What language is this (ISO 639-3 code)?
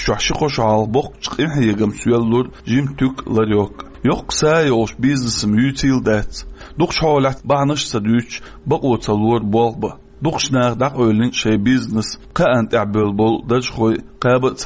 che